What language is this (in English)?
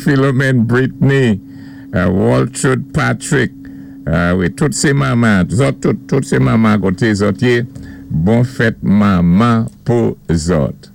Saint Lucian Creole French